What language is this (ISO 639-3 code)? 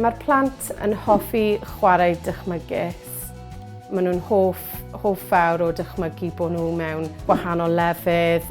cym